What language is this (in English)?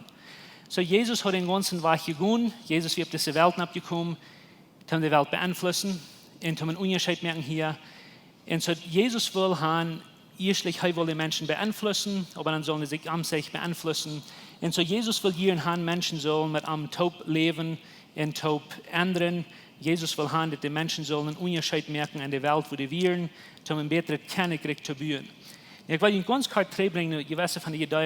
Plautdietsch